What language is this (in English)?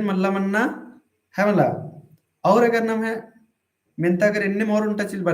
Kurukh